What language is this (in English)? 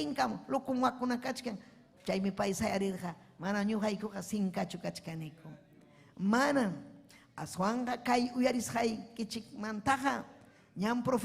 Ayacucho Quechua